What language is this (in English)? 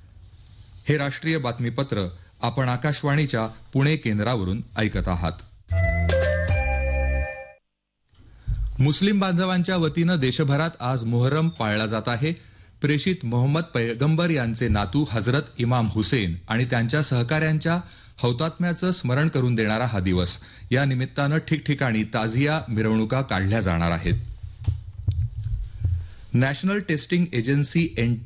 Marathi